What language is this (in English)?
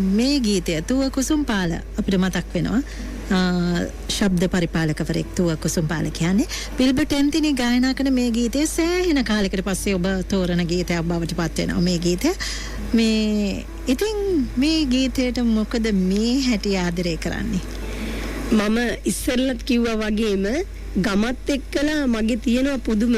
Sinhala